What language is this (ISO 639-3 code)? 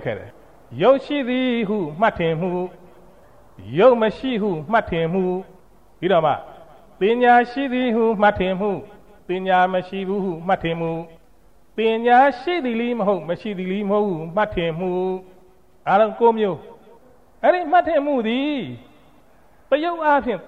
mya